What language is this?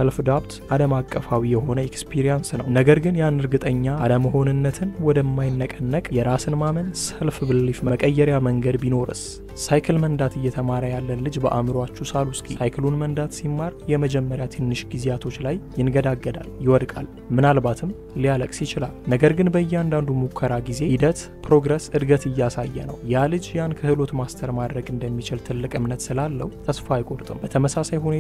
Amharic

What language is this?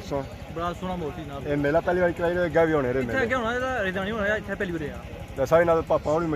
Pahari-Potwari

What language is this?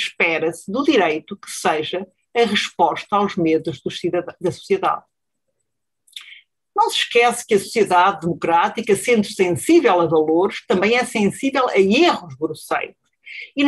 Portuguese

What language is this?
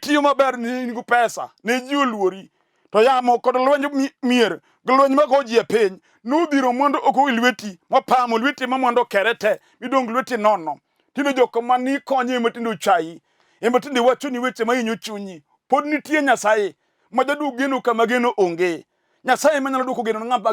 Luo (Kenya and Tanzania)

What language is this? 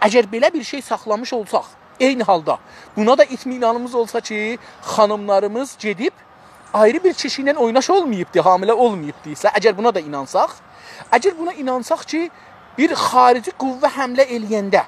South Azerbaijani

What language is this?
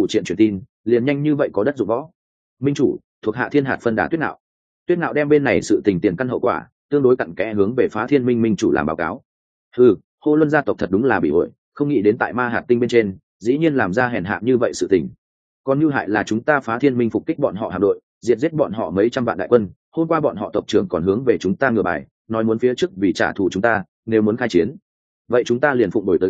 Vietnamese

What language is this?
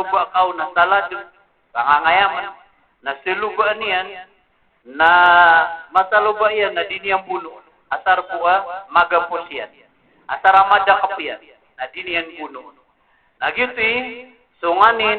Maranao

